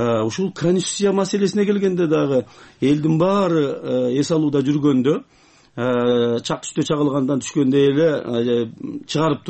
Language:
Kyrgyz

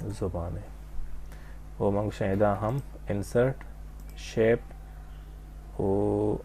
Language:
Baluchi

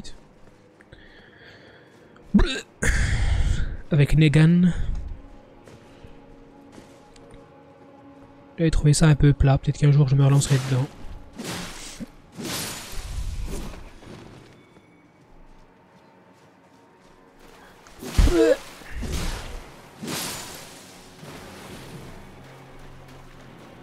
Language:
French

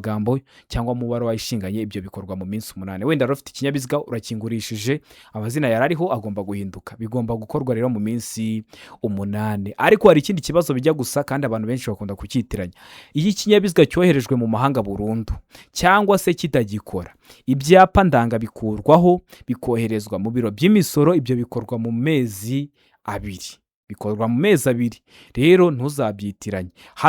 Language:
Kinyarwanda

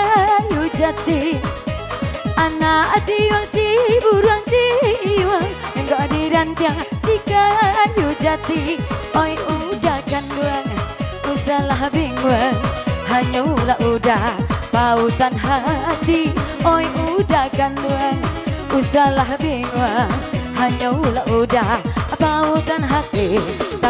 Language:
Minangkabau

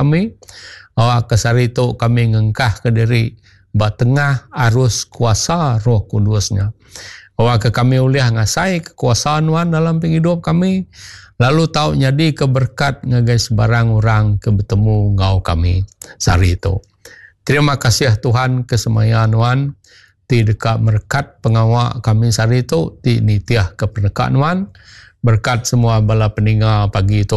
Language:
Iban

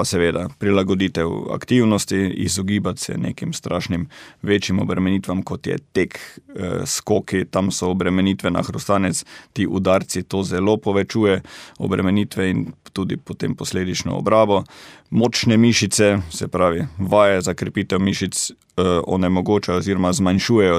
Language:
Slovenian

